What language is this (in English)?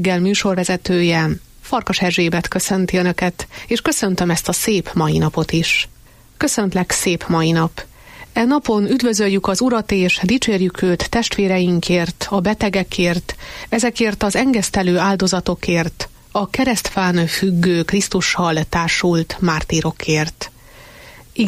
Hungarian